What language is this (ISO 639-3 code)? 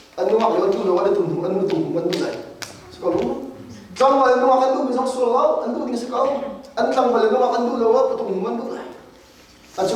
cnh